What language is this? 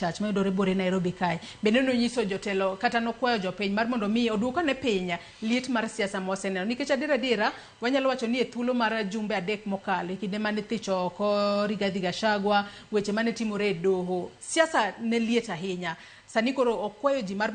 Luo (Kenya and Tanzania)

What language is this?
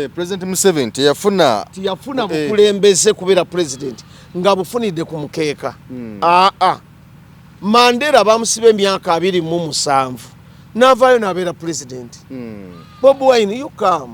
Ganda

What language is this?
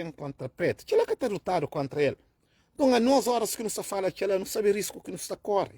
Kabuverdianu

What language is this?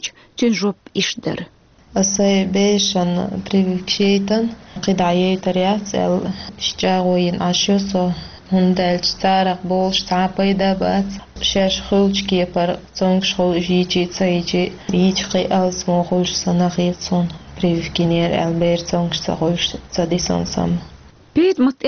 Chechen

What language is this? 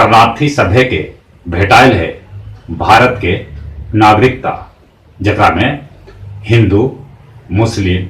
Magahi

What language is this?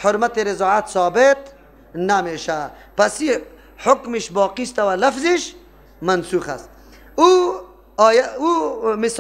Persian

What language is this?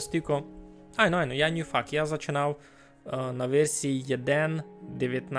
Rusyn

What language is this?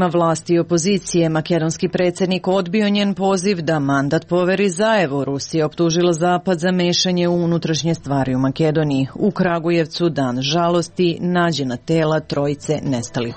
Serbian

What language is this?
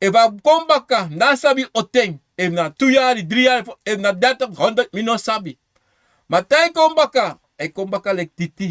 Sranan Tongo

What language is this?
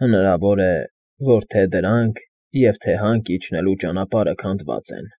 Armenian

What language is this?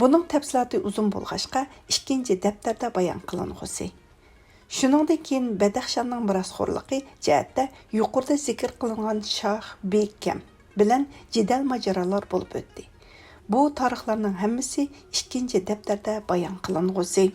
Uyghur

